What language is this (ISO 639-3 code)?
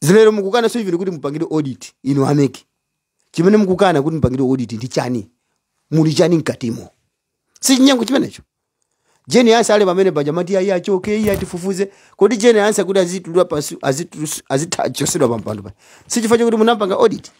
nya